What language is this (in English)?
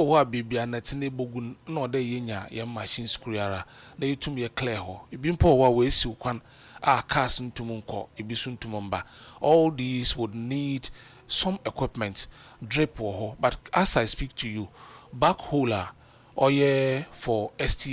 Akan